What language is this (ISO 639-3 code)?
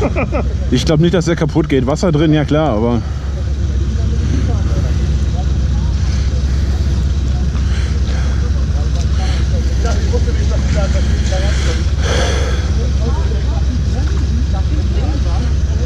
deu